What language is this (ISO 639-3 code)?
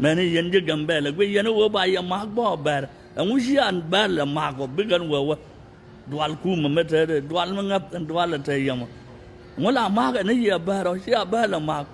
nus